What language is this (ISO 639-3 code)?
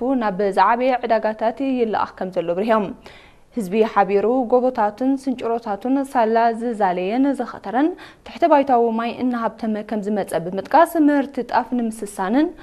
tir